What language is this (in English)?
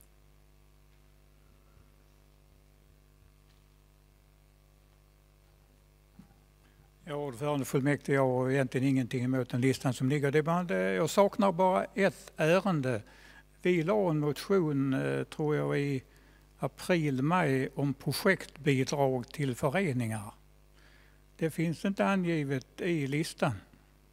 Swedish